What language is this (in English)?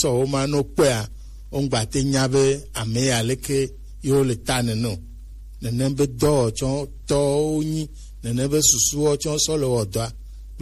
Gen